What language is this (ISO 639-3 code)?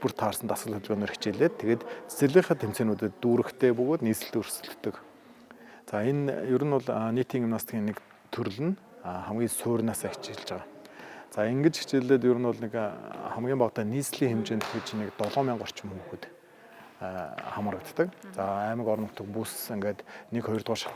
mon